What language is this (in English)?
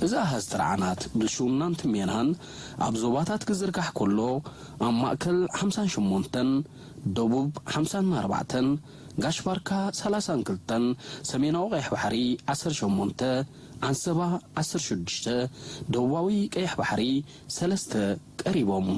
Tigrinya